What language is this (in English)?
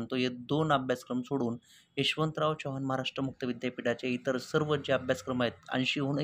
Marathi